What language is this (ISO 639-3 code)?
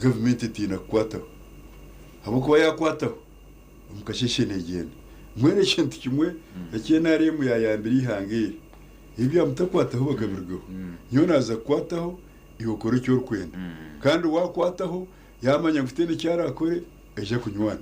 nyn